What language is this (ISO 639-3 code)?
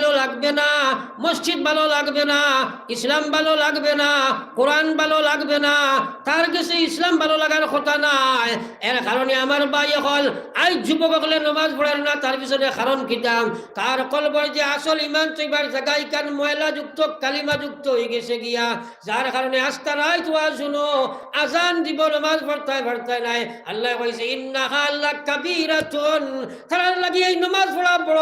syl